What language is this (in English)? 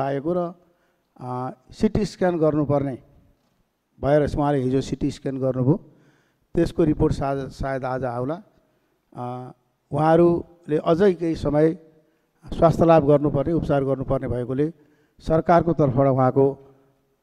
Nepali